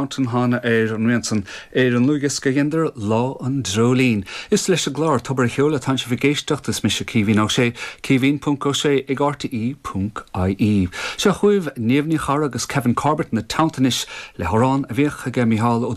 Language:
Irish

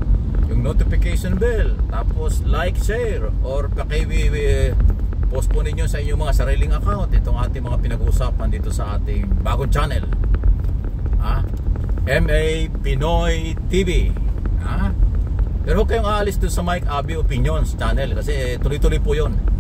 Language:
Filipino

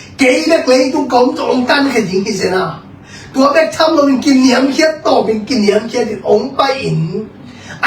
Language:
Tedim Chin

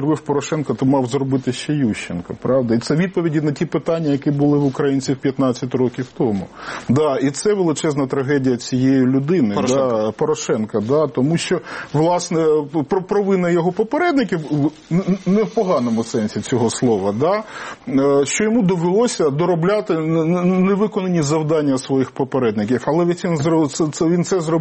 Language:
Ukrainian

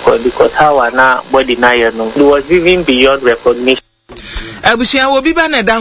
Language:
Akan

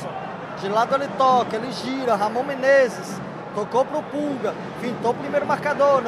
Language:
Portuguese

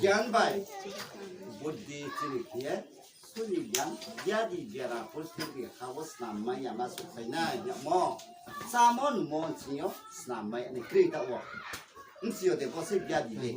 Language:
Riang (India)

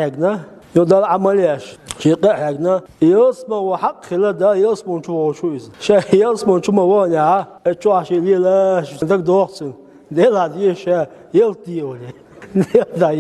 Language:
Chechen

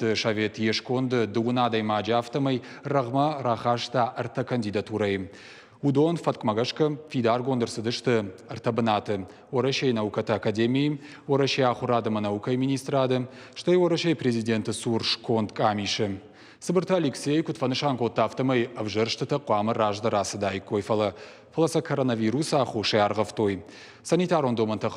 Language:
Ossetic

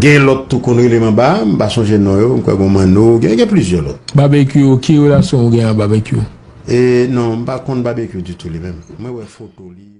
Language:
Haitian Creole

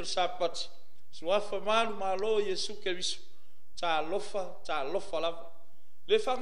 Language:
Samoan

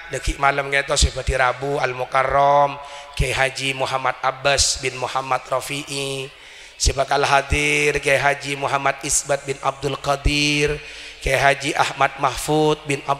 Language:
Madurese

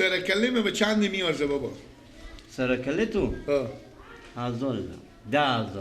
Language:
Persian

